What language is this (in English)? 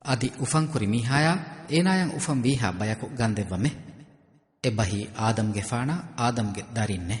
Divehi